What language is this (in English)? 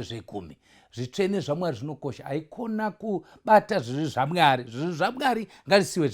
Shona